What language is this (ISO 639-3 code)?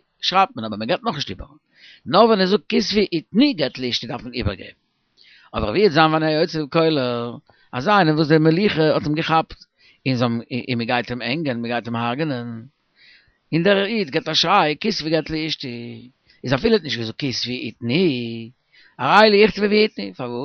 yid